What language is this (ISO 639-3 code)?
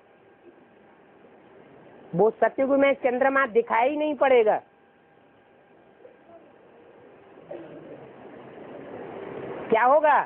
hin